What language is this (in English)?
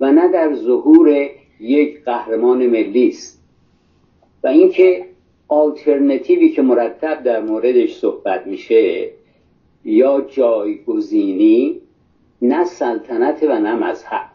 Persian